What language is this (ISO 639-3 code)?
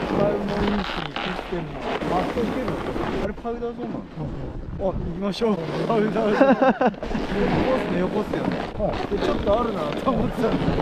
jpn